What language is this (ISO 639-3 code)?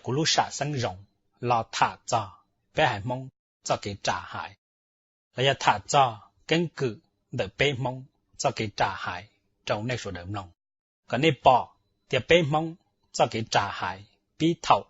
hmn